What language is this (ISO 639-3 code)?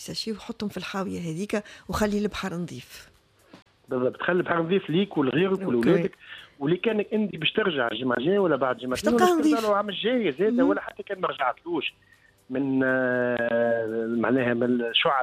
aeb